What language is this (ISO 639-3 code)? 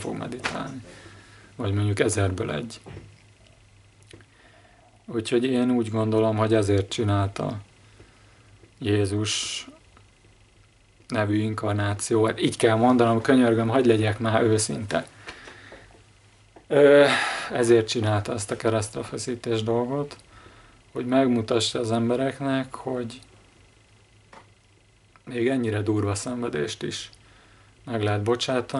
hun